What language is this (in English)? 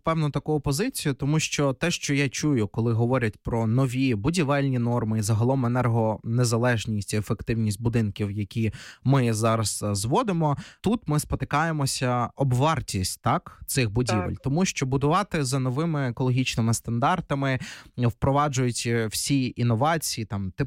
Ukrainian